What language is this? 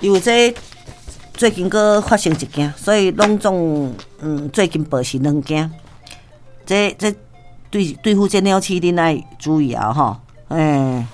Min Nan Chinese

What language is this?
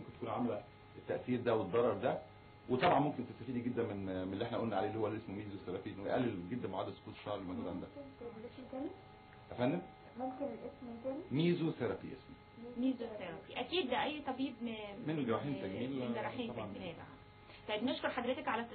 Egyptian Arabic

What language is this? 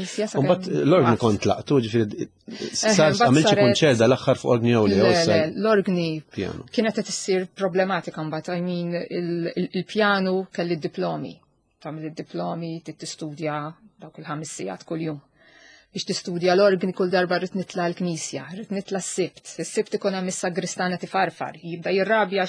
Maltese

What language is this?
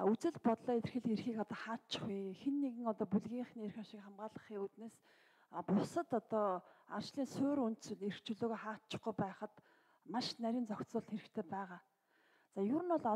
Mongolian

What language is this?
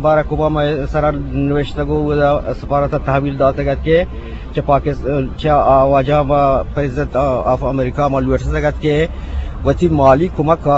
Eastern Balochi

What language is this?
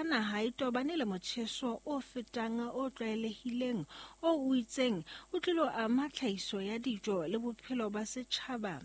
Southern Sotho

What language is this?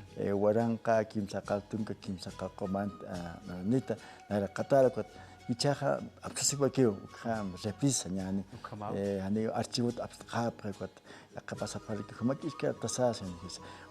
Aymara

